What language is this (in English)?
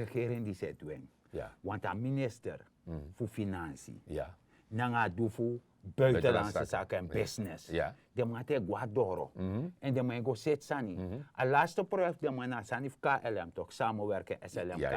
Sranan Tongo